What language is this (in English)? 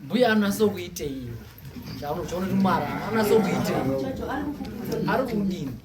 Shona